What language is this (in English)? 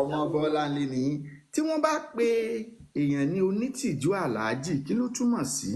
Yoruba